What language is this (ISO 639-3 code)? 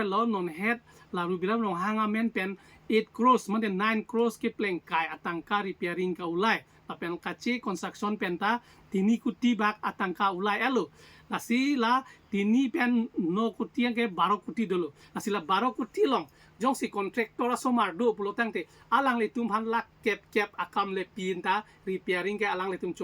mjw